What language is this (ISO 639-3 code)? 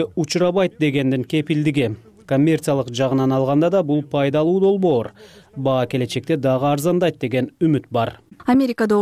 kir